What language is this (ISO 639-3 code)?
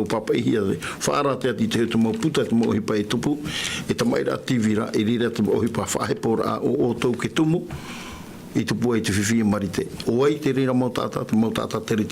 tah